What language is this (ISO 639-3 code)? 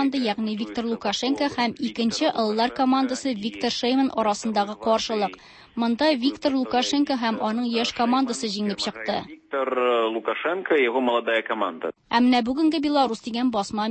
tat